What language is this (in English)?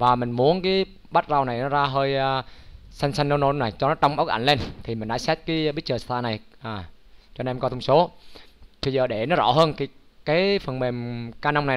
Vietnamese